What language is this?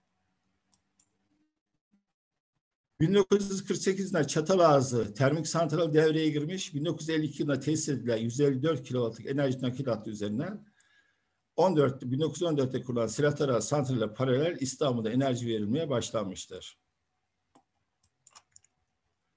Turkish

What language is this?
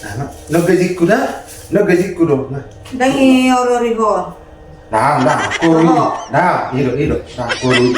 Batak Toba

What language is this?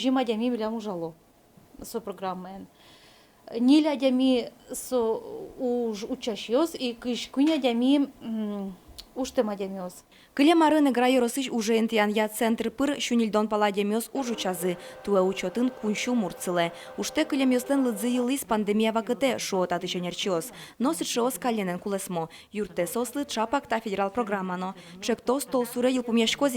Udmurt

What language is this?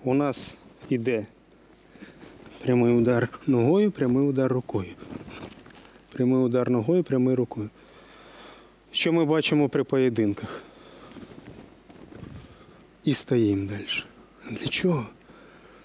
Ukrainian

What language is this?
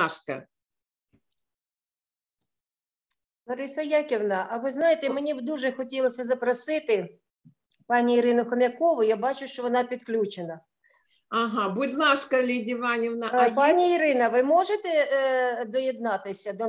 Ukrainian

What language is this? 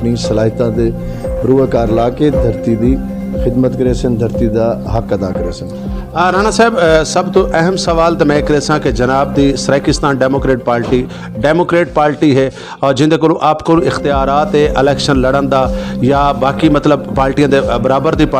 Saraiki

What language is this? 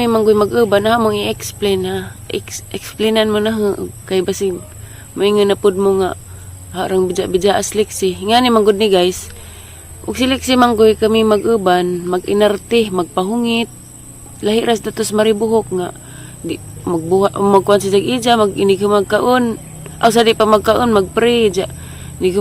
Cebuano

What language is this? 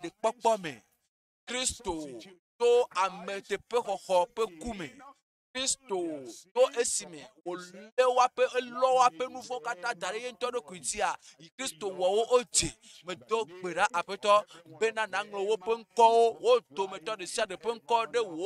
Ewe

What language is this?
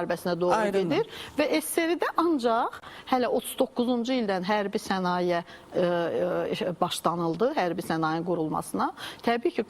Azerbaijani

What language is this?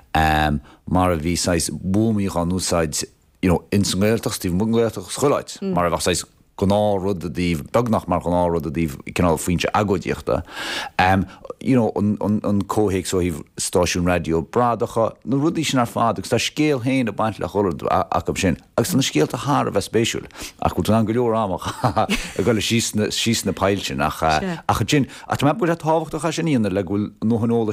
Irish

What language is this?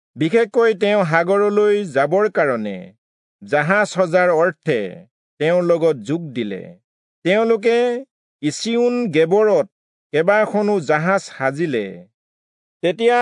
Assamese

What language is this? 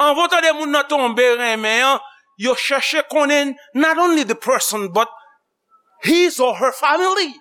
Haitian Creole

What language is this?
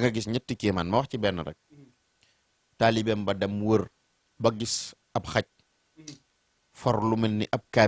Wolof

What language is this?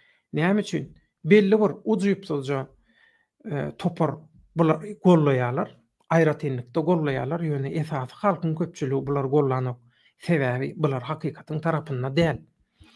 Turkmen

